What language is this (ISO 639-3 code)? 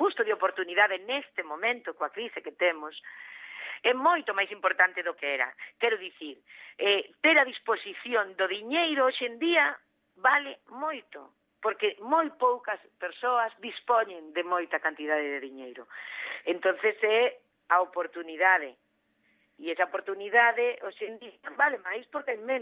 glg